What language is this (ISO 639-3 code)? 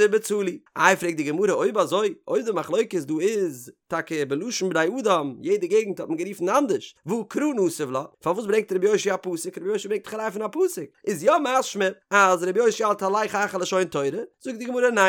yid